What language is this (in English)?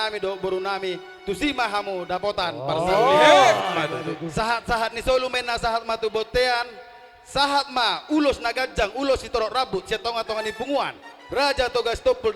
Batak Toba